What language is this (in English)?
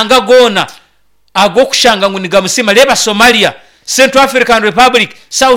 Nyankole